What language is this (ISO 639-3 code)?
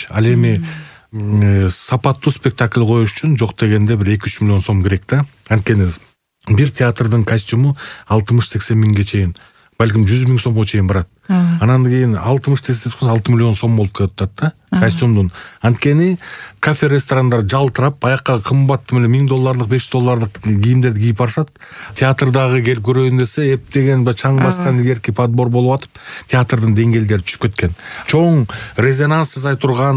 kir